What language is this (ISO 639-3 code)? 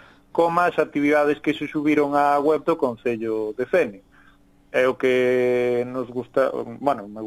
glg